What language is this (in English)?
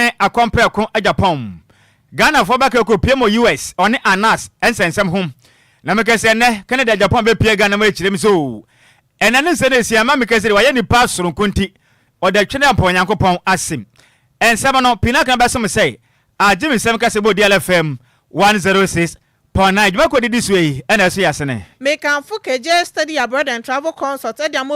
Akan